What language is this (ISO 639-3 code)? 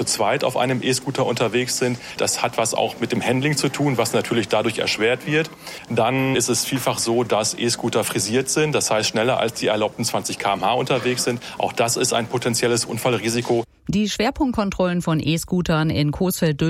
deu